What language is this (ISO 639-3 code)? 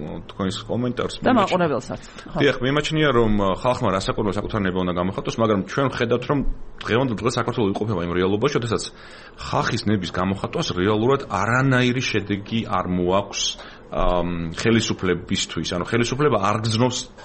kat